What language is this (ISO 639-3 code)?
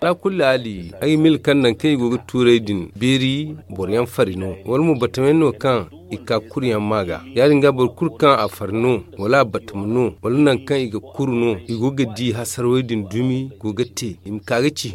dje